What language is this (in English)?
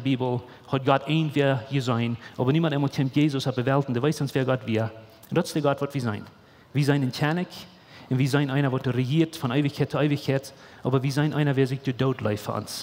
Plautdietsch